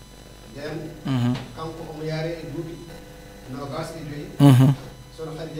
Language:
Fula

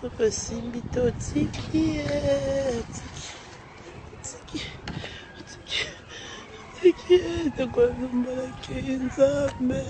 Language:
Lingala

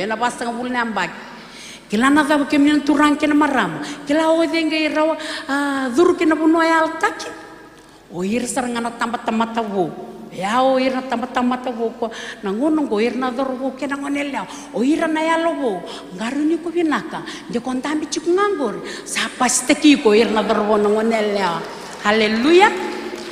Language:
Fijian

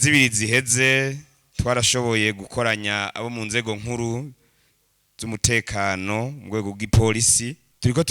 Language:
Rundi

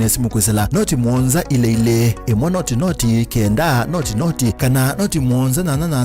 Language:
Kamba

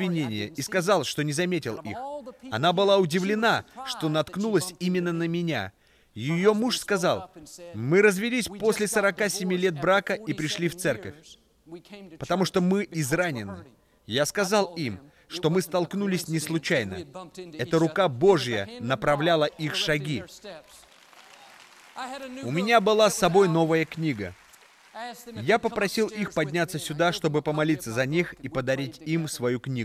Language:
Russian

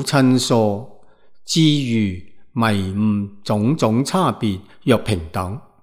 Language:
Cantonese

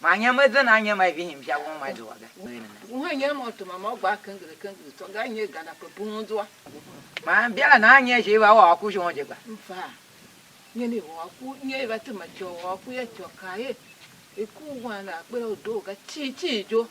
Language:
Tiv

